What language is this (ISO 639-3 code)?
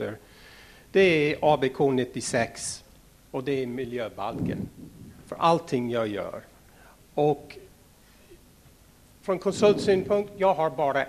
swe